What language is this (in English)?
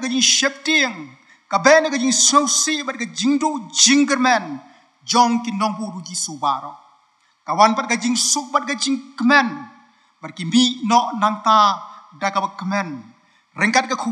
Khasi